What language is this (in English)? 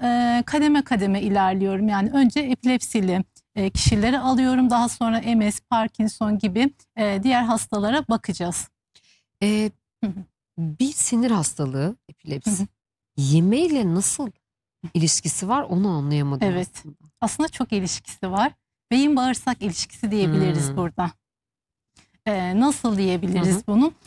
Turkish